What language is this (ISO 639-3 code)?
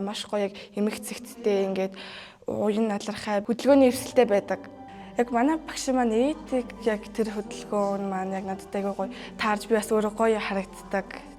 mon